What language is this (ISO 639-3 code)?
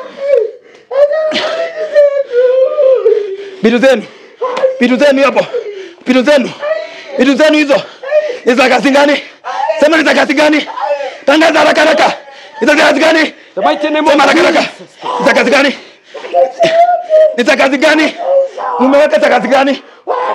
swa